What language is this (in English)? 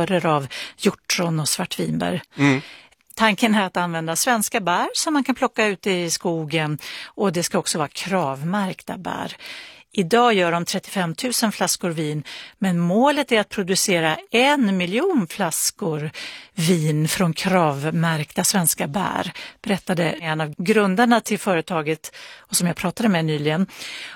Swedish